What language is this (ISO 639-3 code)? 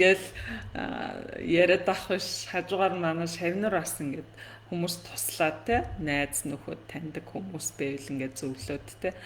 mon